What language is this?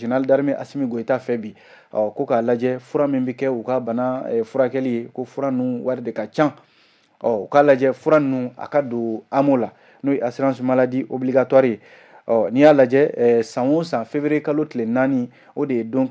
Bambara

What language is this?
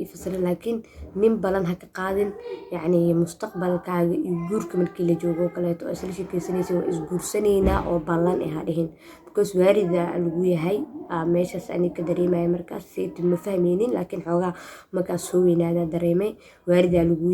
Somali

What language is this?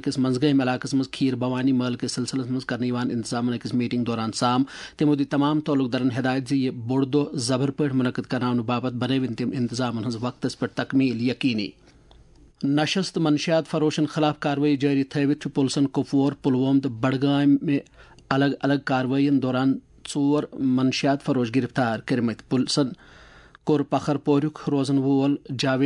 Kashmiri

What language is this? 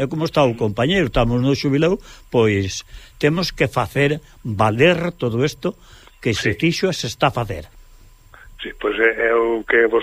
Galician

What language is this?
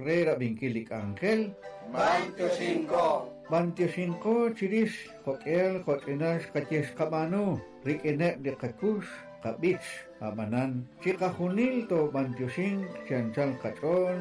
Kekchí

